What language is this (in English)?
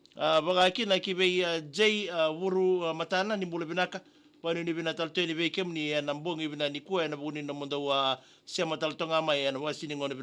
Fijian